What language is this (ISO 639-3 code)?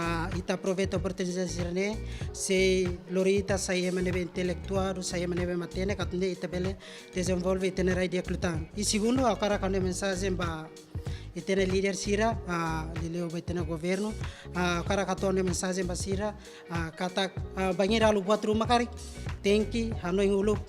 tet